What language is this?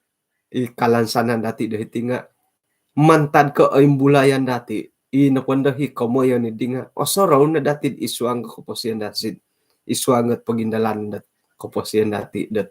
Central Dusun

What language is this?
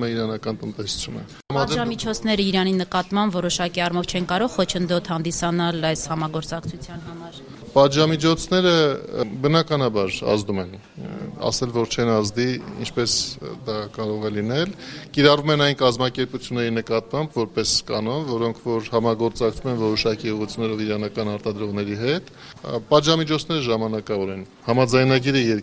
Armenian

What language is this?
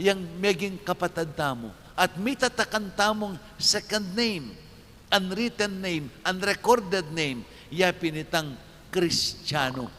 Pampanga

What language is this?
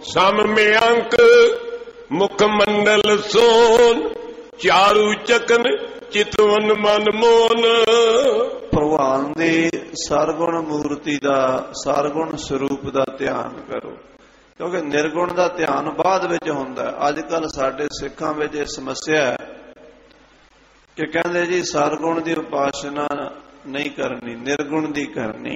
Punjabi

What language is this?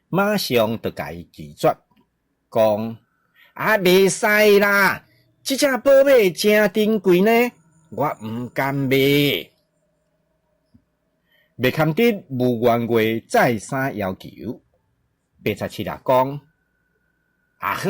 Min Nan Chinese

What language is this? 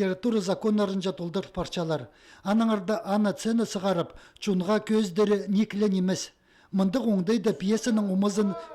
Khakas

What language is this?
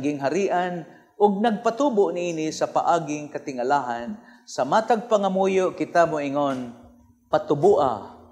Cebuano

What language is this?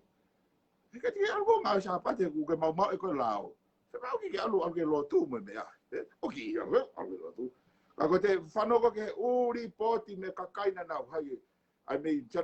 Tongan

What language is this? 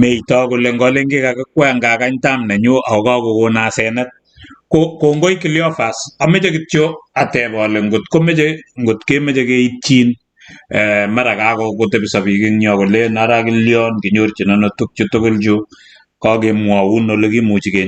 Kalenjin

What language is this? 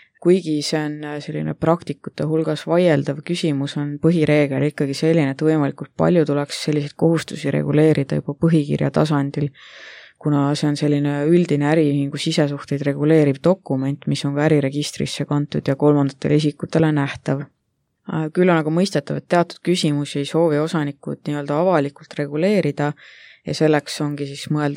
Estonian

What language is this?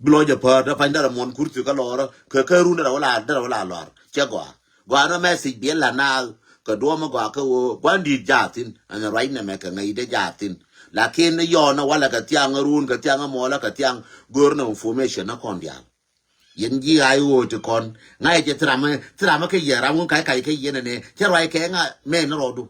Nuer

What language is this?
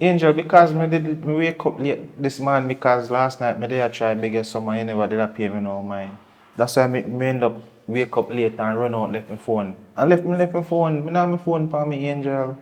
Jamaican Creole English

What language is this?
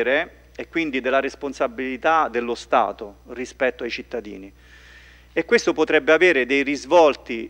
Italian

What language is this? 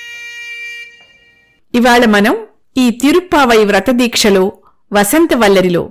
Telugu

